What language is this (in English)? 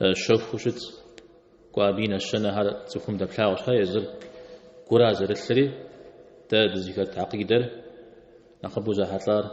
Kabardian